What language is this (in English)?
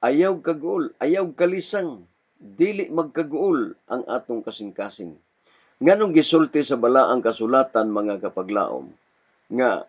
Cebuano